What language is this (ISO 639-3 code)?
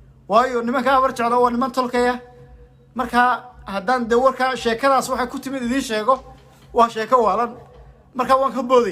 som